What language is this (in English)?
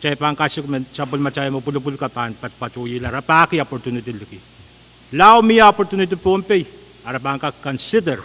Pohnpeian